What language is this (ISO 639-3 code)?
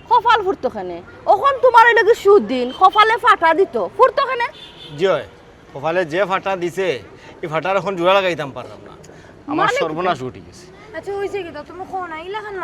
syl